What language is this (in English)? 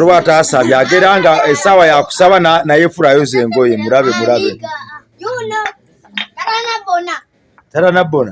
Ganda